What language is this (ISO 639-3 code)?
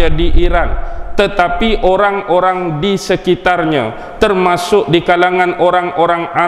msa